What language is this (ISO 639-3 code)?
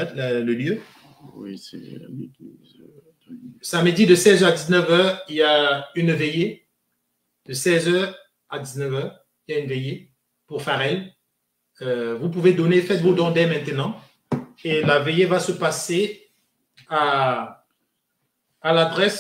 fra